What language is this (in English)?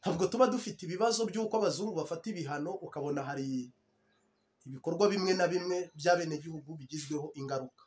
Kinyarwanda